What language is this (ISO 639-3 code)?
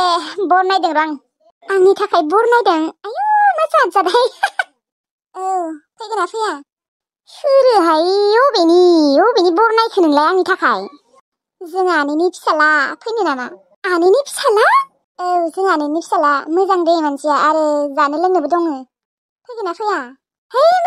brx